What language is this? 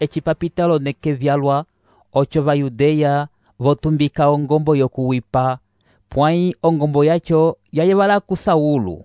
Umbundu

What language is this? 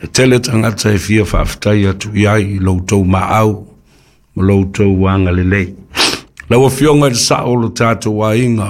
Samoan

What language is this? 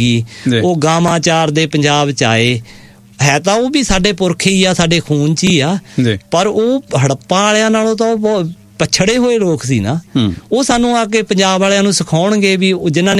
Punjabi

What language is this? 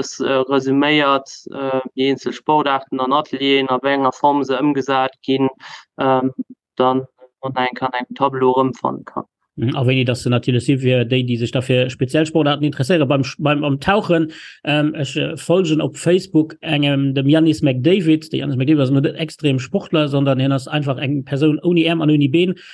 Luxembourgish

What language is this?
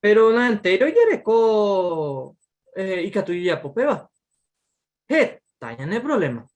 Guarani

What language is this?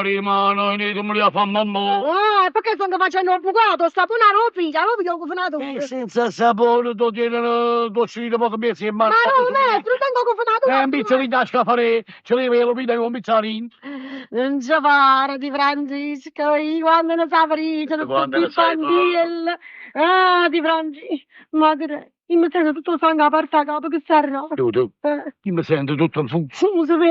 Neapolitan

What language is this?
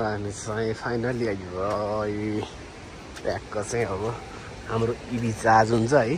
Nepali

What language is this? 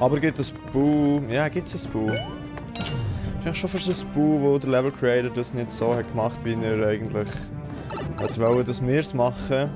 Swiss German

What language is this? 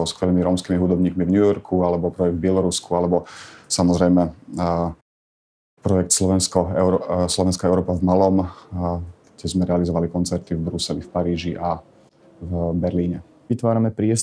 Slovak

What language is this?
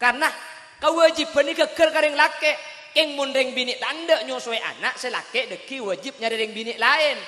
Madurese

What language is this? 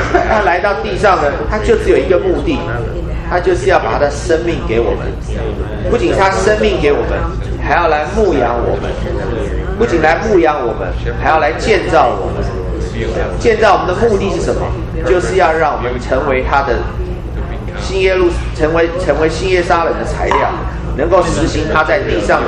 Chinese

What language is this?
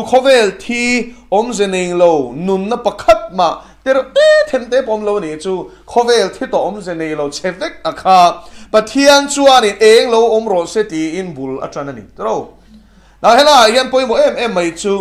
Mizo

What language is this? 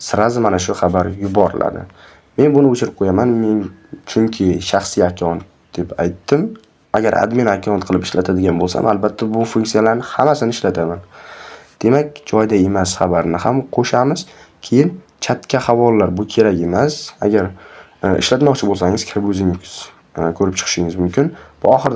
Uzbek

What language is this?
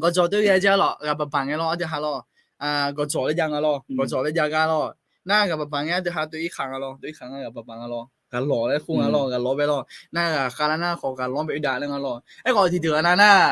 Akha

